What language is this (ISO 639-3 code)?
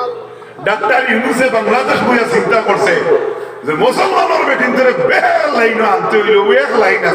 syl